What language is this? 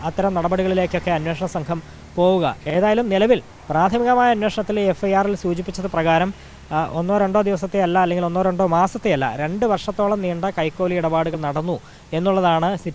Malayalam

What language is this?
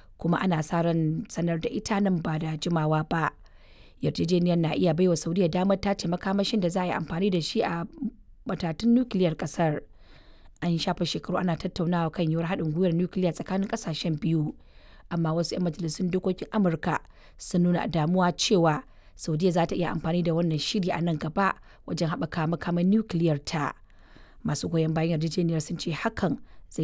Hausa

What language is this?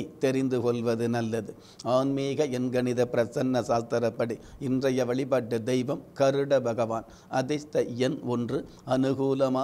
Tamil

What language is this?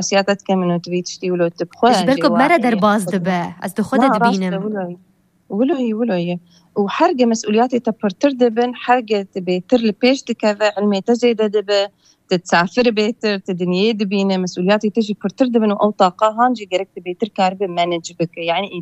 Kurdish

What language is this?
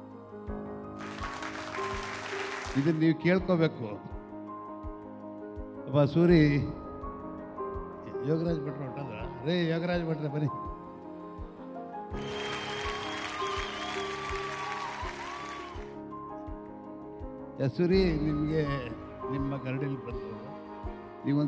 Kannada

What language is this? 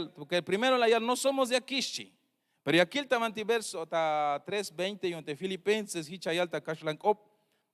Tzeltal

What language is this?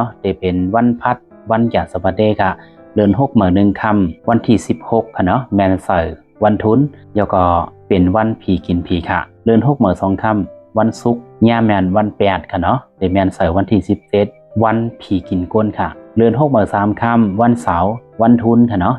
Shan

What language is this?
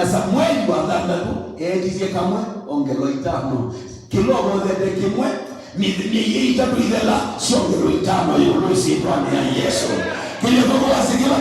Kamba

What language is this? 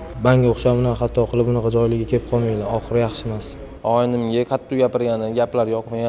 Uzbek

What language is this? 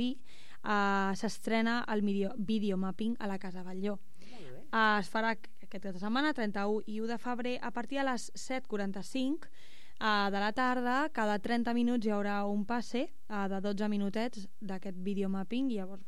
Catalan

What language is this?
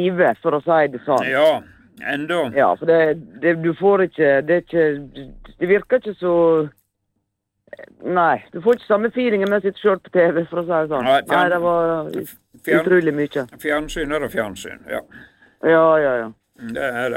Norwegian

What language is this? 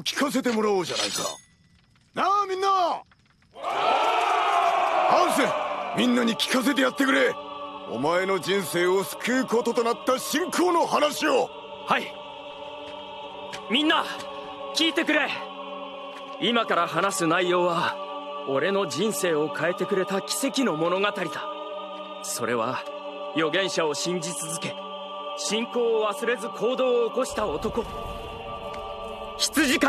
Japanese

